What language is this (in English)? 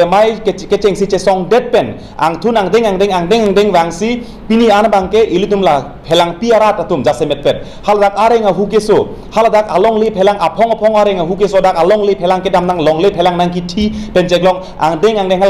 Karbi